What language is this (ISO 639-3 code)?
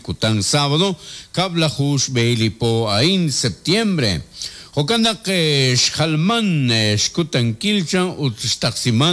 kek